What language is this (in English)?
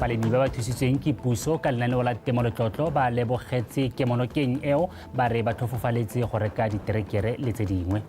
Tswana